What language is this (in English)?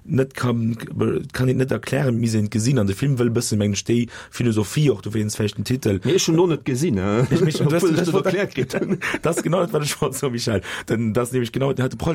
Luxembourgish